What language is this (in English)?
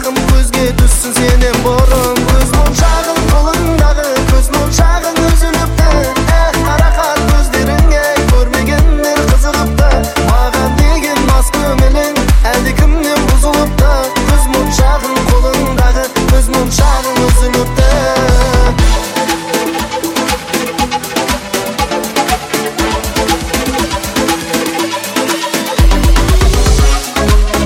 Kazakh